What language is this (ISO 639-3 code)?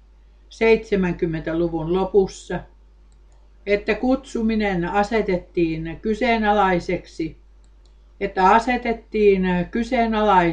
fin